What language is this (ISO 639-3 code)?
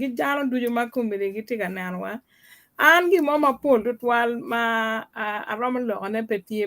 ach